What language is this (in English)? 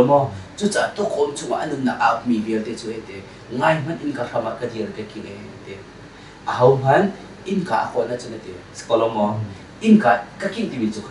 Hakha Chin